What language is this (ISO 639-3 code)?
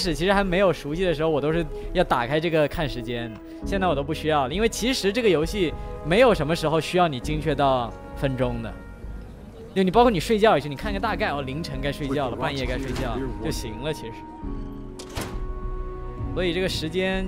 zho